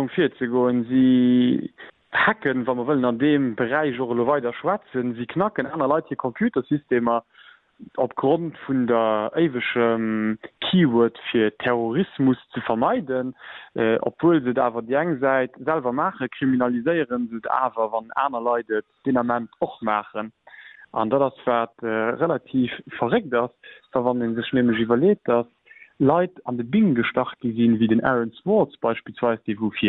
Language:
Luxembourgish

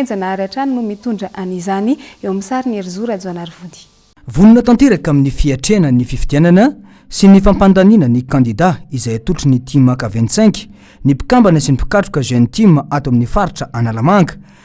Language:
Malagasy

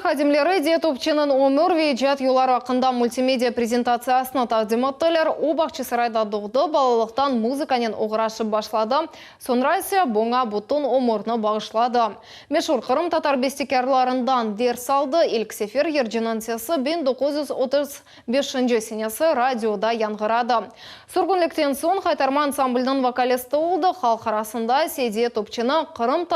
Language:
Crimean Tatar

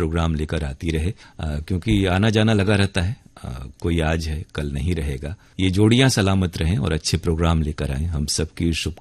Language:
Hindi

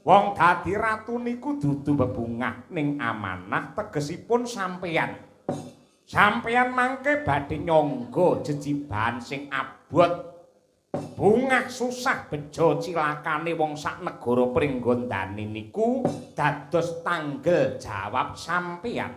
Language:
Javanese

